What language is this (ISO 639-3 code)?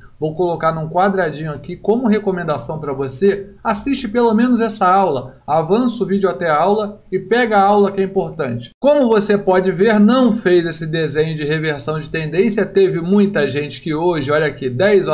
por